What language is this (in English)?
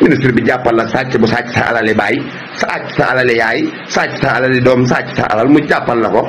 Wolof